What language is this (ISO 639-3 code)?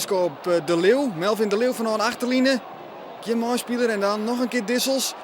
fry